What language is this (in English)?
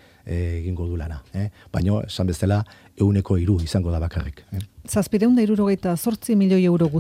Basque